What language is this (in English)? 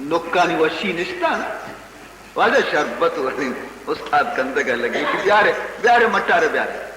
Baluchi